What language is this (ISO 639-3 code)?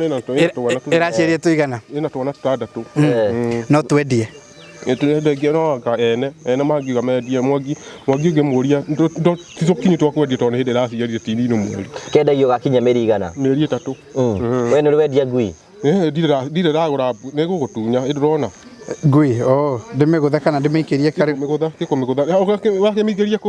kik